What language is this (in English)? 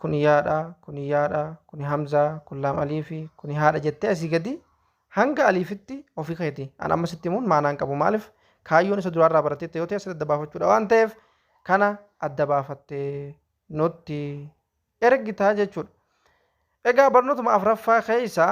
Oromo